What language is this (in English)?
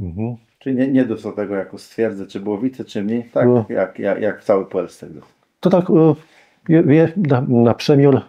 Kashubian